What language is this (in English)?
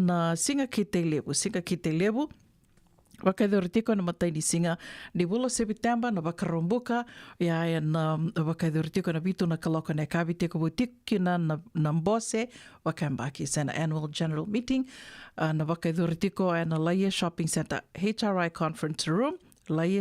Fijian